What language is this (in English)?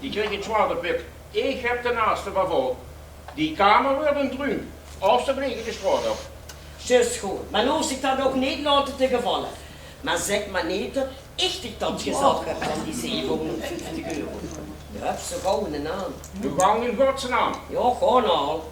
Limburgish